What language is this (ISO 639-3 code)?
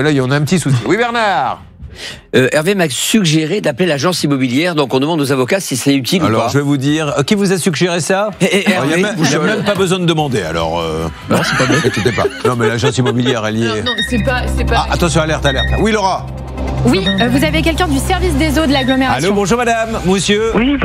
fra